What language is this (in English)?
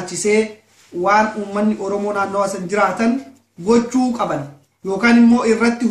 Oromo